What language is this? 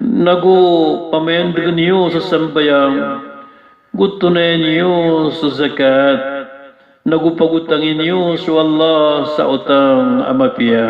Maranao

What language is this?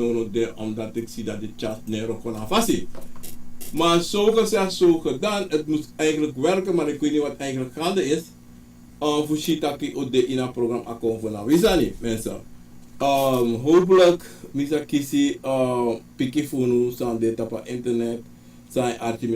Sranan Tongo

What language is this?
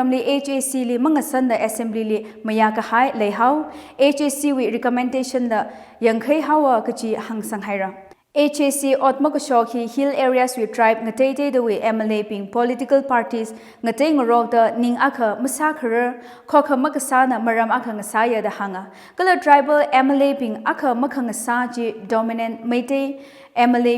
Tangkhul Naga (India)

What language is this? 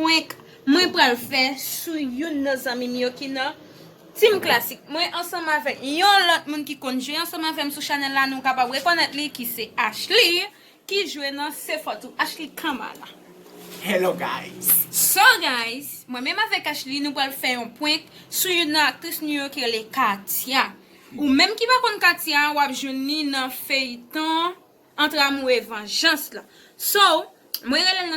Haitian Creole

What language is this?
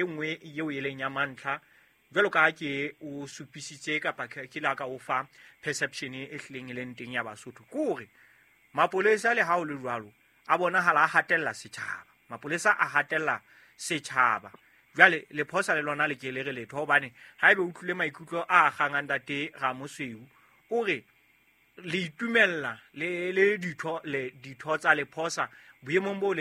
Southern Sotho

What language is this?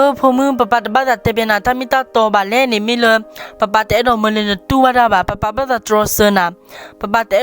S'gaw Karen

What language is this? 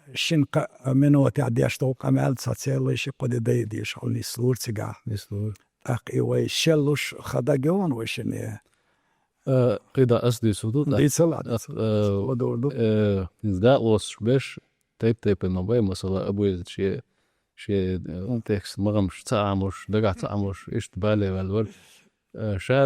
Chechen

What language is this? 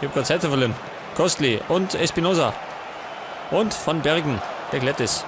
Bavarian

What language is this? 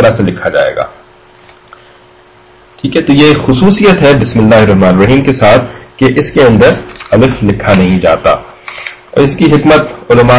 Urdu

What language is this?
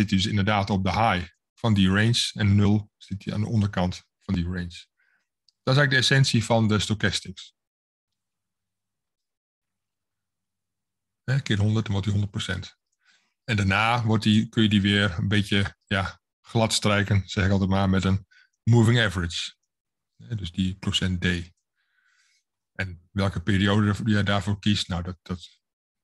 Dutch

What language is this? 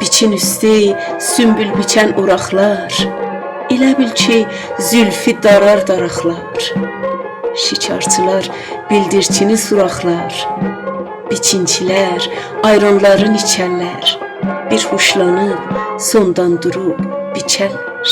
South Azerbaijani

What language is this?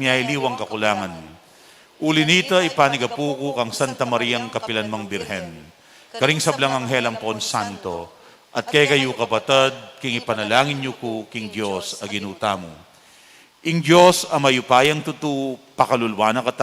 Pampanga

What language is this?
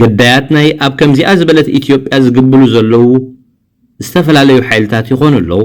Tigrinya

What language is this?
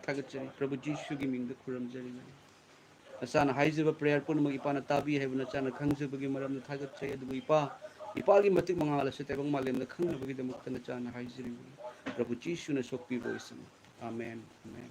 Manipuri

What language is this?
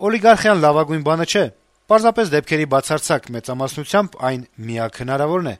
Armenian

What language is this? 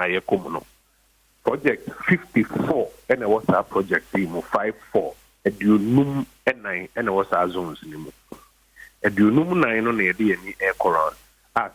Akan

